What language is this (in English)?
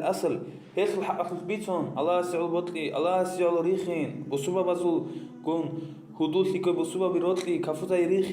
Avaric